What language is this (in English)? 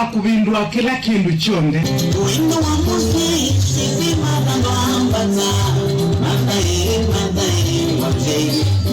Kamba